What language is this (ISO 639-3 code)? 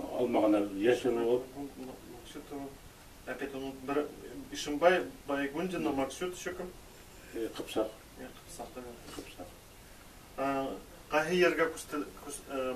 bak